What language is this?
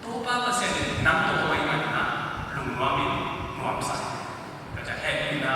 Tedim Chin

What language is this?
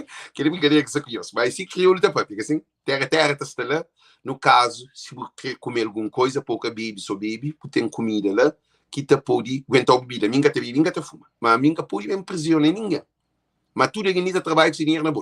Kabuverdianu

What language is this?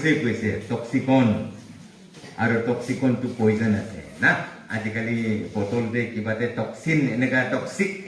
Naga Pidgin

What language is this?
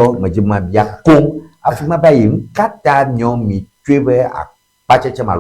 Ewe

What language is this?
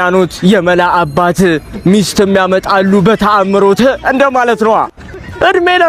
Amharic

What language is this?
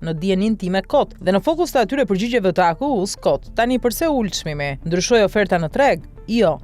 Albanian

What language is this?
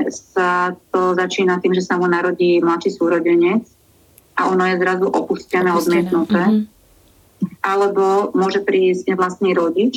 Slovak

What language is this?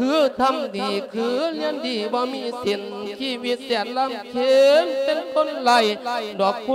Lao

